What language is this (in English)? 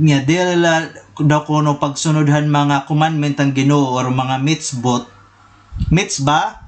Waray